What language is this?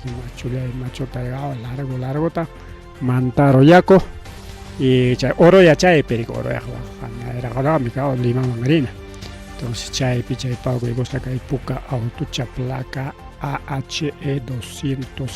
Ayacucho Quechua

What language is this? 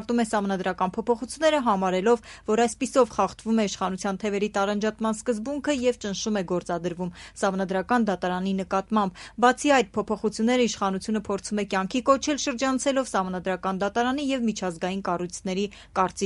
Armenian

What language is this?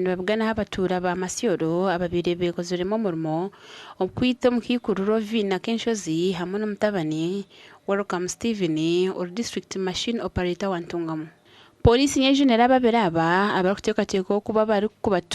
Nyankole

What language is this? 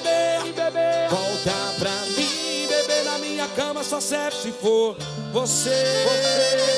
Portuguese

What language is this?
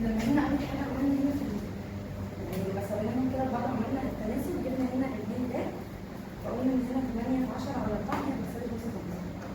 Egyptian Arabic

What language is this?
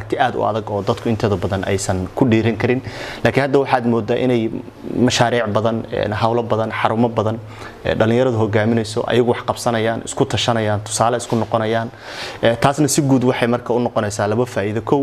Somali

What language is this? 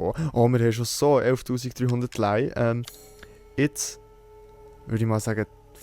Swiss German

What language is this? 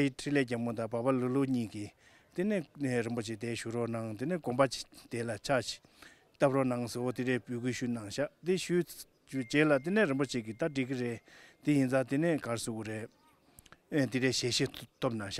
Tibetan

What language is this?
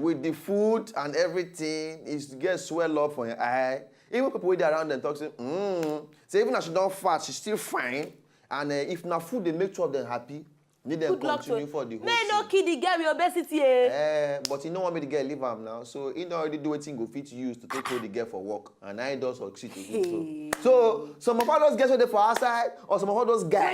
Nigerian Pidgin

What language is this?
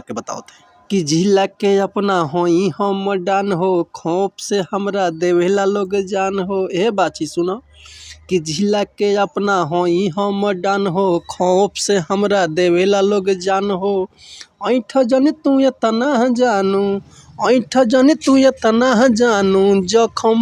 Bhojpuri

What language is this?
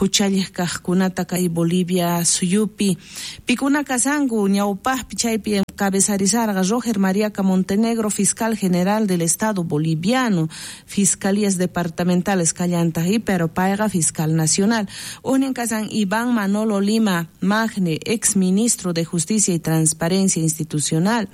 South Bolivian Quechua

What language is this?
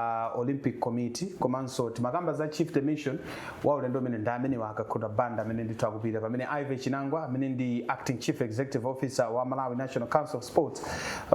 Nyanja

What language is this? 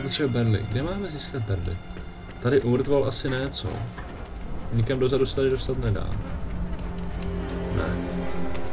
Czech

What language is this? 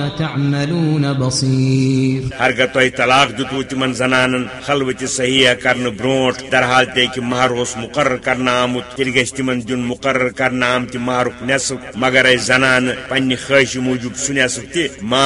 Kashmiri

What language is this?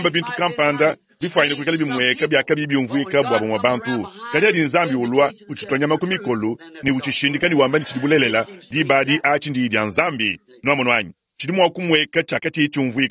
Luba-Lulua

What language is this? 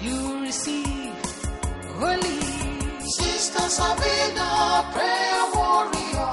Ewe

